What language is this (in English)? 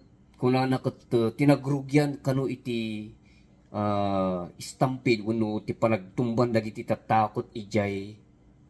Iloko